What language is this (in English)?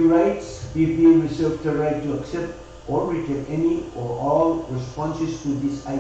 Pohnpeian